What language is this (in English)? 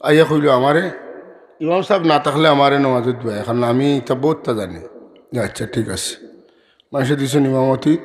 Sylheti